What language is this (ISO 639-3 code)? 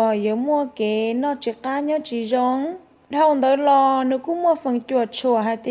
hmn